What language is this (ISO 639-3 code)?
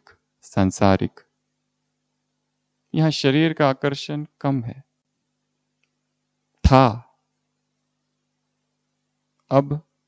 hin